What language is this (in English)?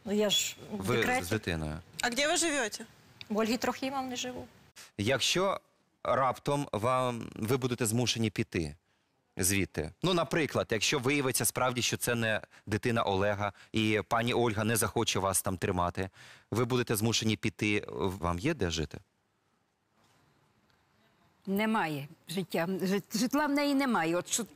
Ukrainian